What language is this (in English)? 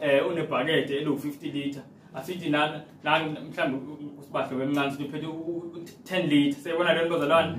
Zulu